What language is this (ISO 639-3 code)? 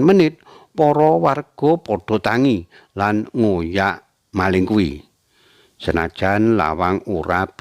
jav